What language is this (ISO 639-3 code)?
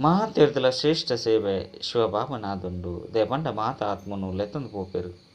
tcy